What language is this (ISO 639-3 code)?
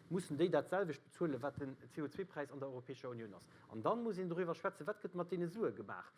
ltz